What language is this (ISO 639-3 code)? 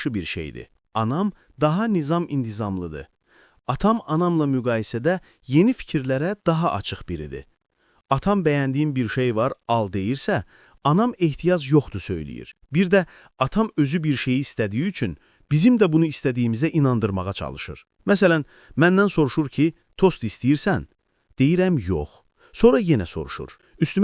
aze